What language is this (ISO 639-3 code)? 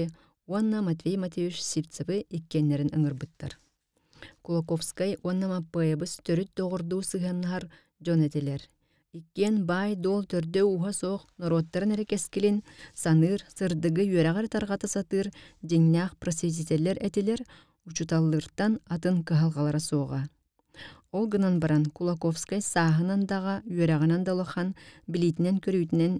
sah